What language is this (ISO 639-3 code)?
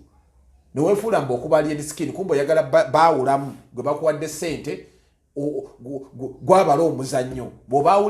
lug